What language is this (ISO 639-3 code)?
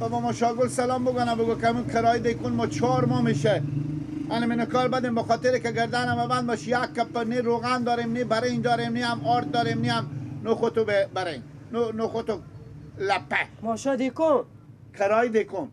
fas